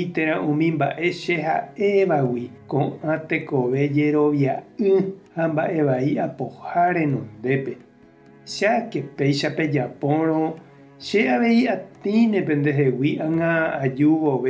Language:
Guarani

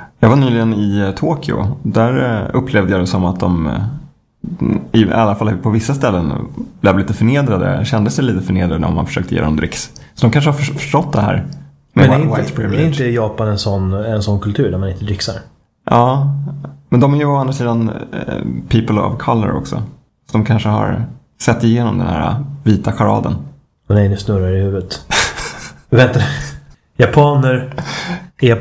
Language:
Swedish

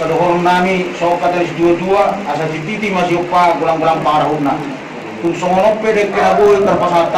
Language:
Batak Toba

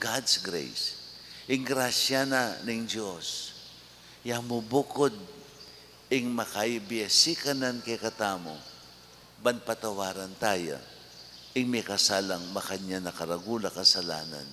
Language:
Pampanga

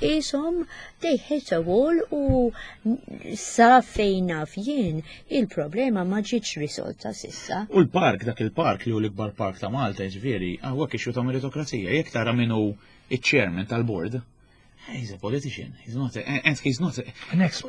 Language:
Maltese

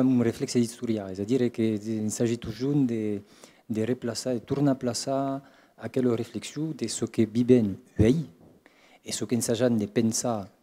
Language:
Occitan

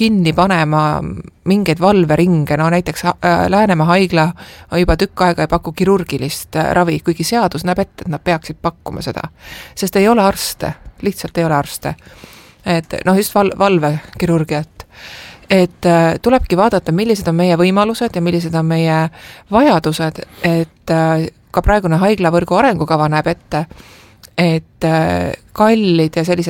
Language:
Estonian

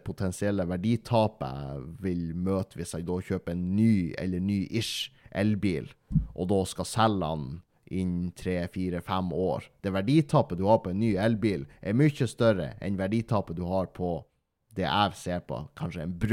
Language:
Norwegian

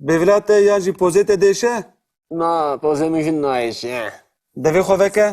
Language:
Kurdish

